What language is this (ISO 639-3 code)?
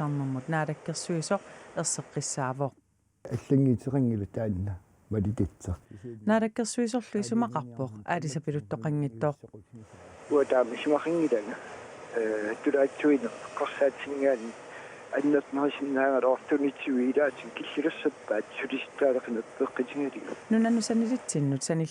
kal